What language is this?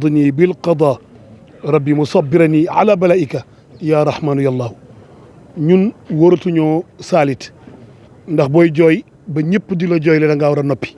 Wolof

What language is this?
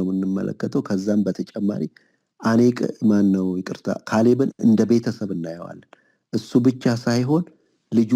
Amharic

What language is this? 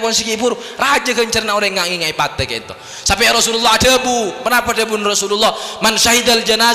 Madurese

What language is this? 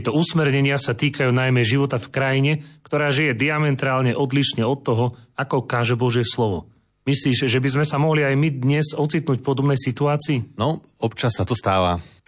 Slovak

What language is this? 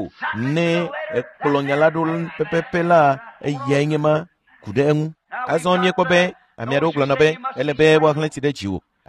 Ewe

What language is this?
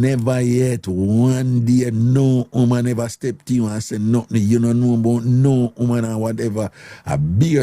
Jamaican Creole English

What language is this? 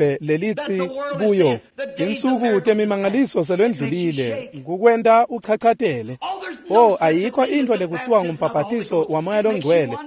Swati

